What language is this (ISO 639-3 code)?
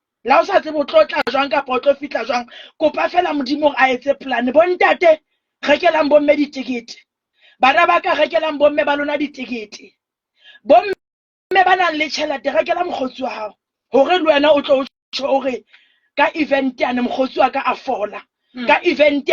sot